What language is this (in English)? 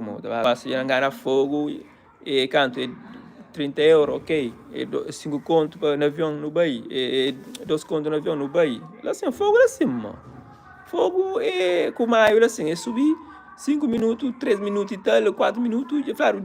Kabuverdianu